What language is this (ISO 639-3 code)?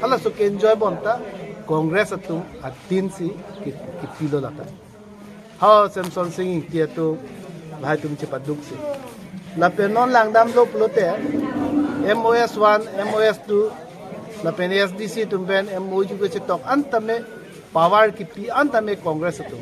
mjw